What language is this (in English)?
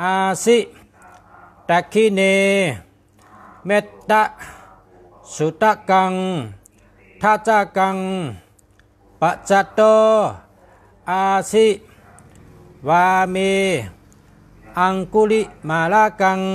Shan